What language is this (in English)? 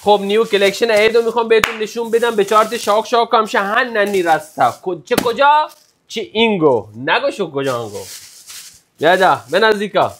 Baluchi